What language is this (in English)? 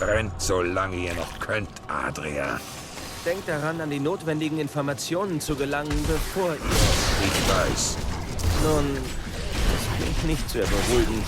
Swiss German